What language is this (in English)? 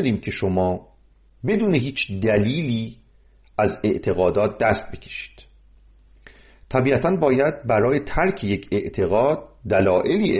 Persian